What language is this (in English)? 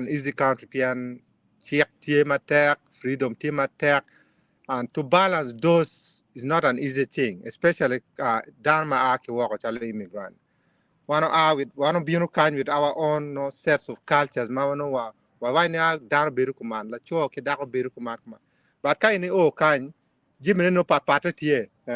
Acoli